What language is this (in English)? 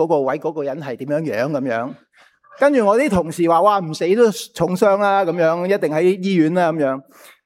Cantonese